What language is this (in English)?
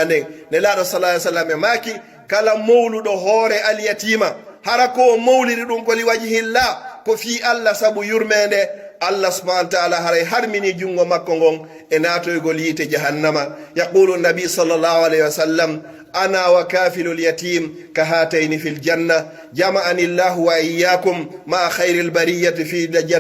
Pular